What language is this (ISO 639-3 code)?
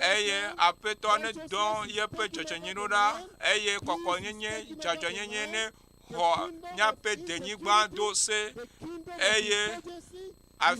ewe